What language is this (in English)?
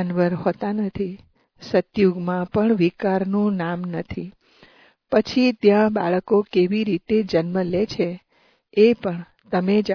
Gujarati